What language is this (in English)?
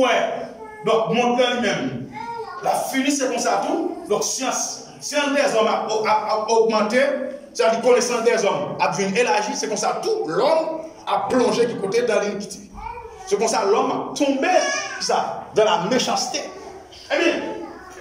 Haitian Creole